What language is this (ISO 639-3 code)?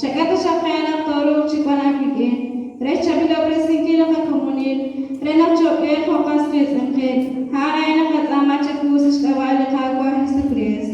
kek